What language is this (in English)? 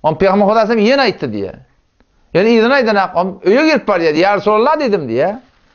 Turkmen